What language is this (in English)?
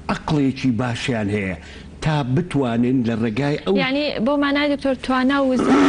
Central Kurdish